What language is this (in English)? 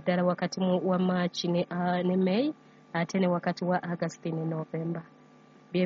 Ganda